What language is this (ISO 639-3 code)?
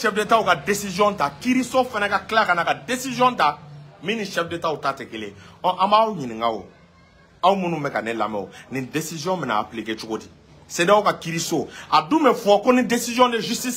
bam